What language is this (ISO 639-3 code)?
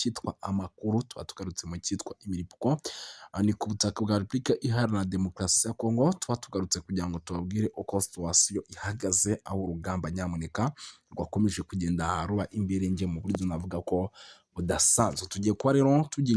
kin